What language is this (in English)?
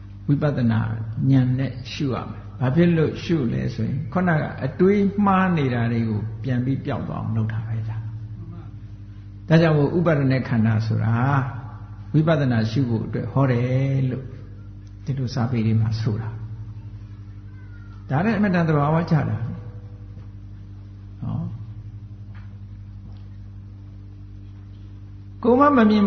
Burmese